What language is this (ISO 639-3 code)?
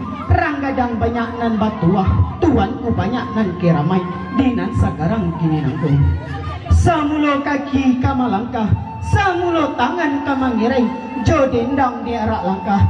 min